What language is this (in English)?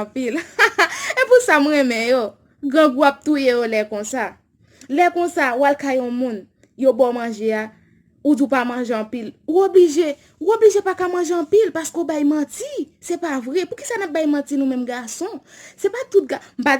Haitian Creole